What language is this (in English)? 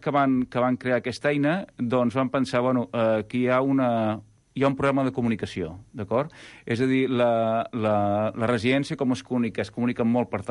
Catalan